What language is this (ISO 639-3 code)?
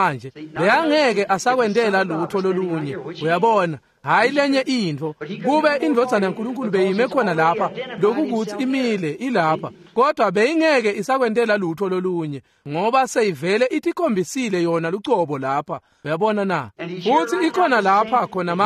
ssw